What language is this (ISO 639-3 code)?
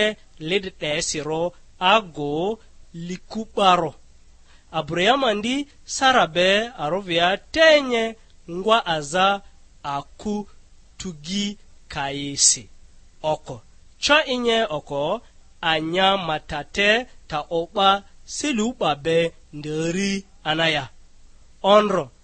lgg